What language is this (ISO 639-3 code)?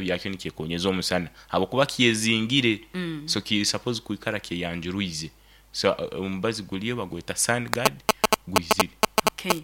nyo